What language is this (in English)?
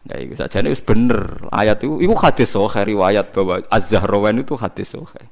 Javanese